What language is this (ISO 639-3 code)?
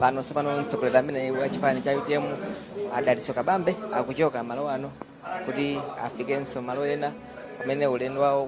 nya